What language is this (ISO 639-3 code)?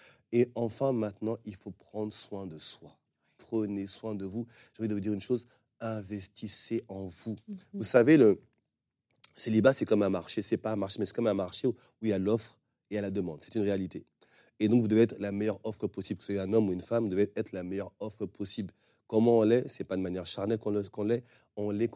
fra